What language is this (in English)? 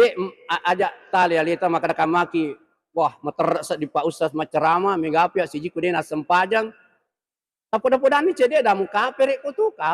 Buginese